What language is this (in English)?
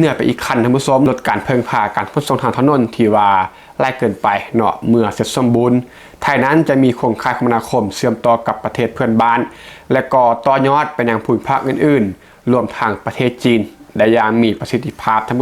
Lao